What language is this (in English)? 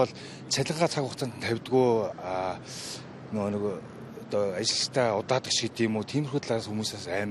Mongolian